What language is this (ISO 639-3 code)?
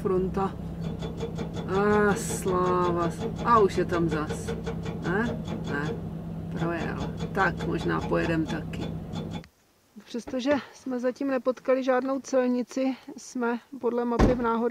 ces